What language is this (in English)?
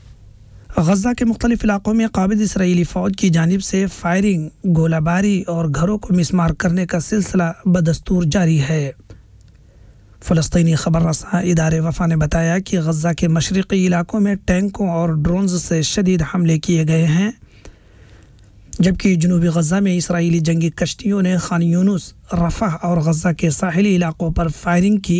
Urdu